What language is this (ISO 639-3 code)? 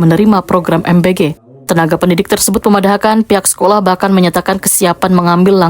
bjn